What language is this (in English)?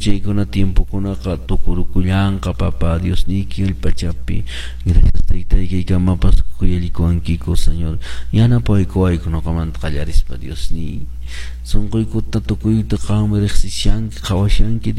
Quechua